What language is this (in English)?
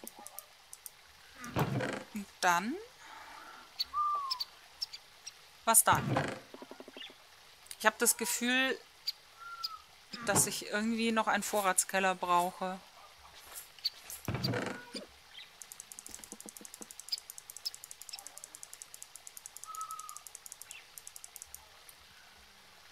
German